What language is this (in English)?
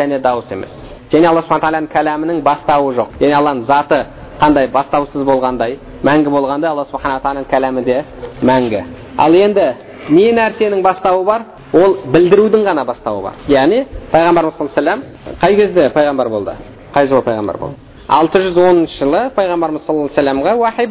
Kazakh